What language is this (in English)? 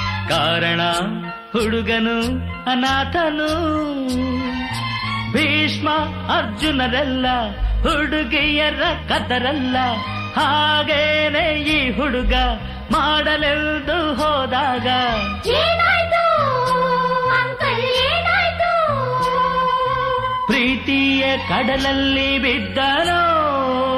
Kannada